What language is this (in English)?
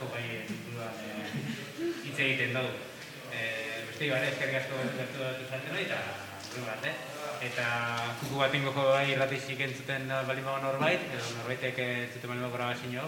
Basque